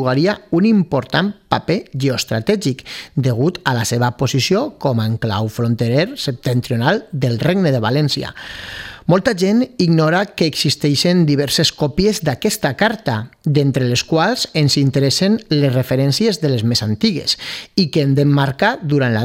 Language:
Catalan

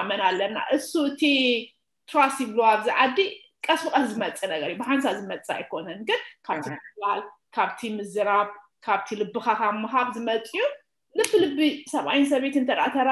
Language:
Tigrinya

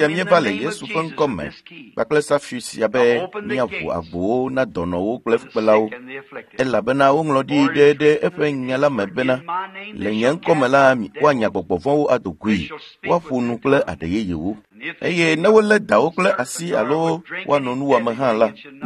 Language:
Ewe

